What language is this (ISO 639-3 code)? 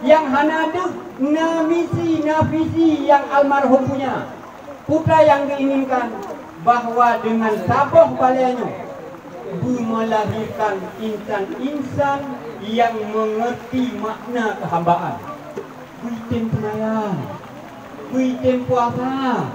ace